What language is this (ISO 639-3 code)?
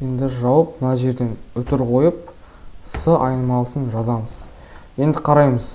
kaz